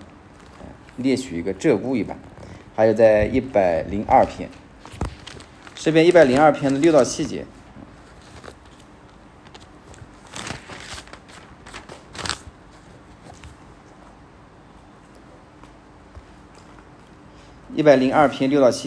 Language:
Chinese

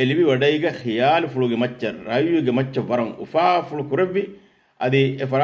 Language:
Divehi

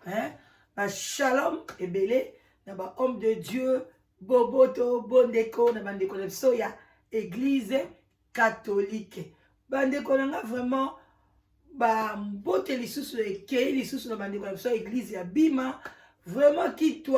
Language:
Lingala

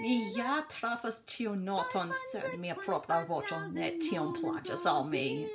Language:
Esperanto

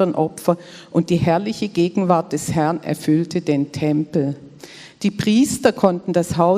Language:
Swiss German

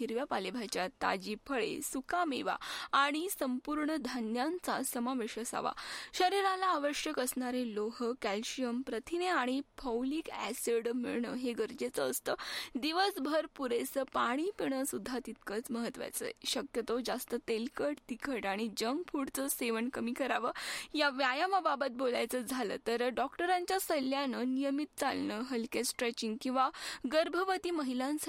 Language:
Marathi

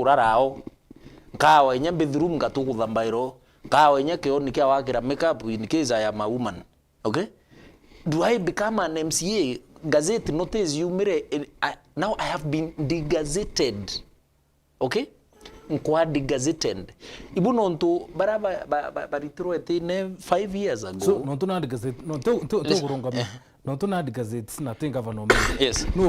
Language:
Meru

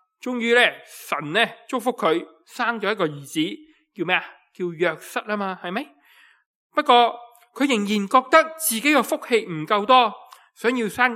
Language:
Cantonese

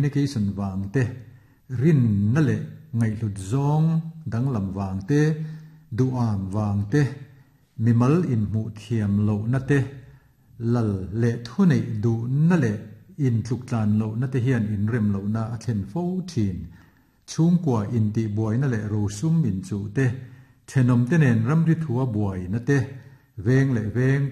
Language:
Mizo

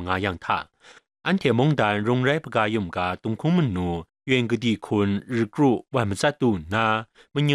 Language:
Kachin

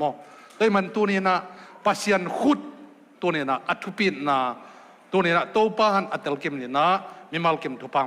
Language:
Tedim Chin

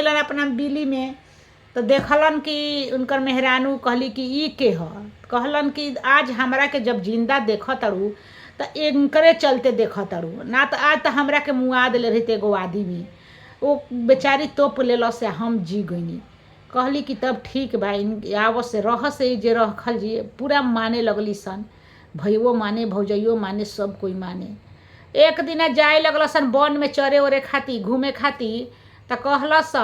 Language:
Bhojpuri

